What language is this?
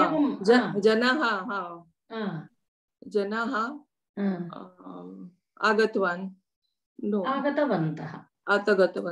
Sanskrit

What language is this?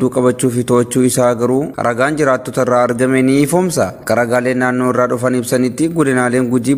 Oromo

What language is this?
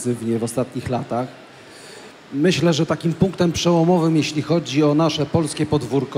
Polish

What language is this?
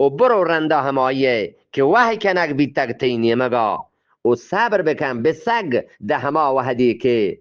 Eastern Balochi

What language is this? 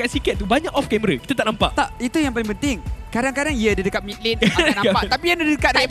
Malay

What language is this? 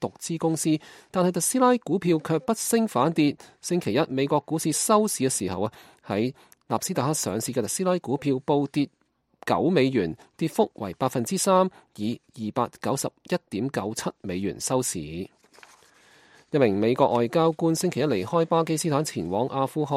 Cantonese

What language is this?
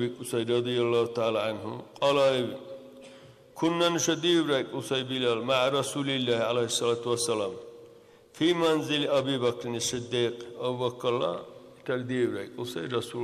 Dargwa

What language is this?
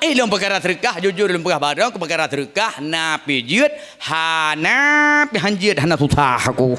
Achinese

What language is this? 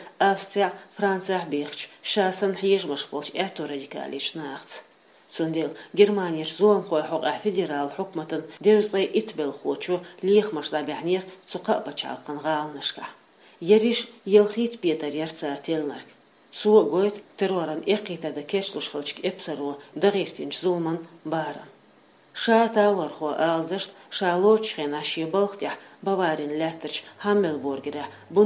Chechen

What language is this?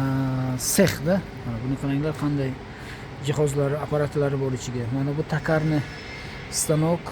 Uzbek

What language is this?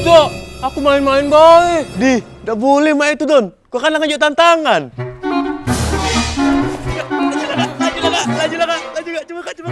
Musi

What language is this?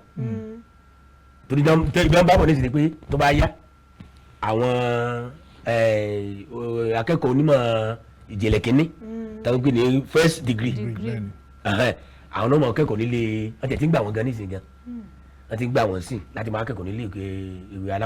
Yoruba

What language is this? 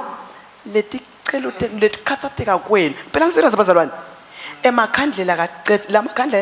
Swati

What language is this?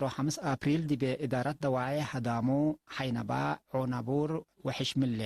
Tigre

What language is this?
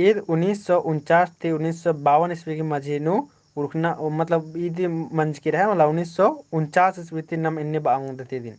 Kurukh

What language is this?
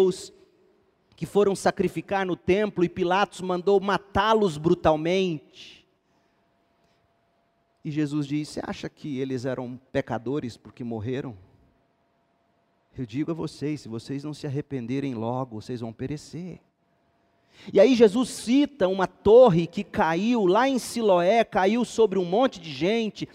Portuguese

